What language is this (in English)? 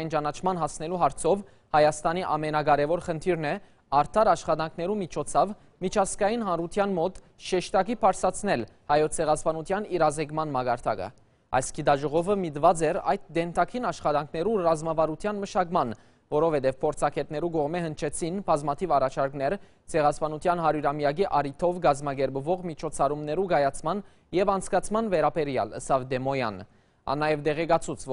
Western Armenian